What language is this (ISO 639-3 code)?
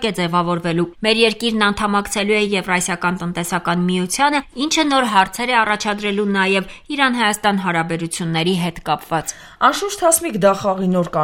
hye